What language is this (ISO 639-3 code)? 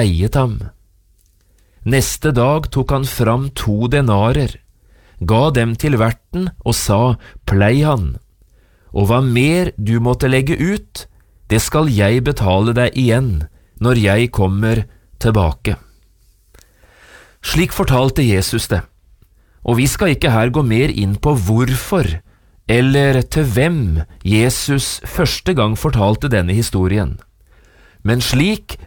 nor